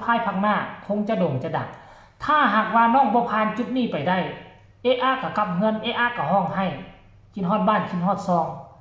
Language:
Northeastern Thai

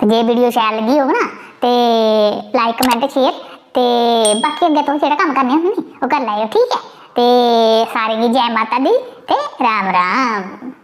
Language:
Dogri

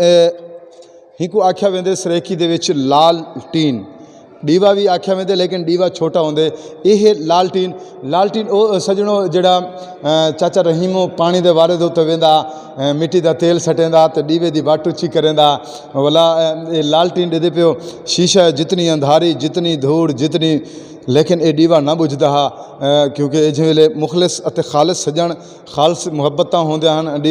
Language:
Saraiki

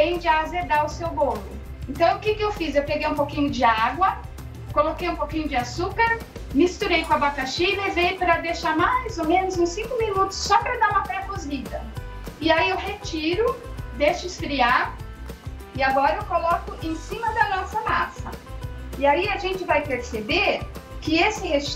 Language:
Portuguese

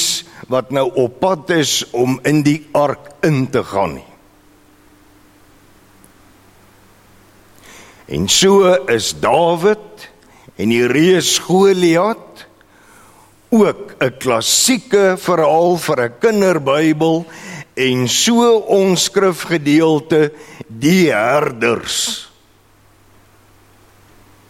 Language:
Afrikaans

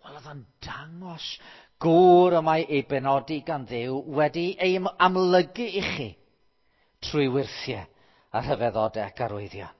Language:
Welsh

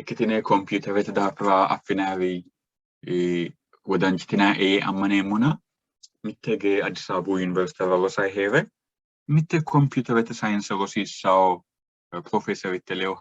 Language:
Sidamo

